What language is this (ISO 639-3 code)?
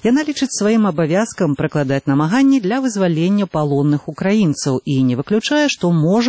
bel